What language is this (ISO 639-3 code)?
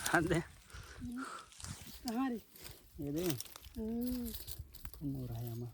hne